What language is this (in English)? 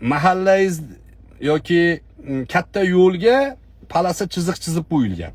Uzbek